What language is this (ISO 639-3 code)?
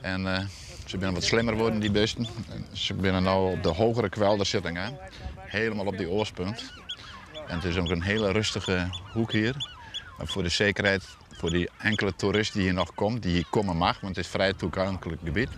fry